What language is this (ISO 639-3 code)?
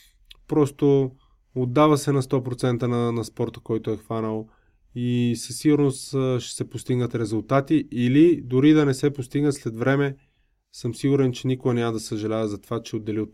bul